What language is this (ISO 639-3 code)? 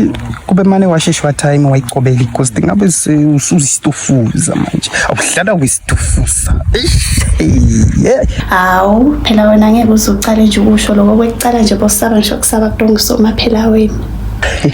ssw